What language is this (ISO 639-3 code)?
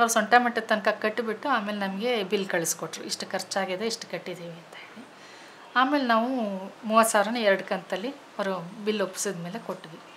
kan